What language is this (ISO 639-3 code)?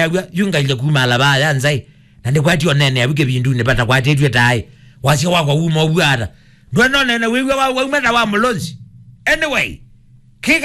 kam